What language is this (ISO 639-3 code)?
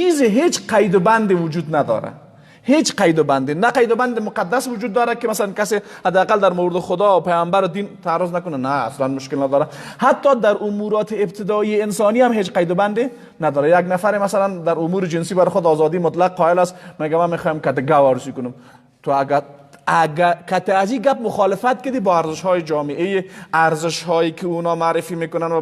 fas